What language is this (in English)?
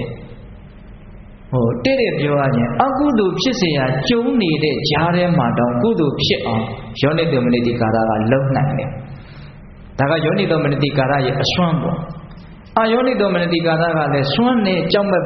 Burmese